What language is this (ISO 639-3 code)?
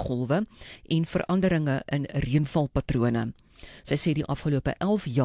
afr